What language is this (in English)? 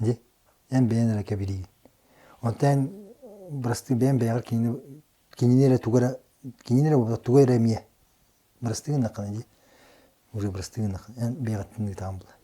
Yakut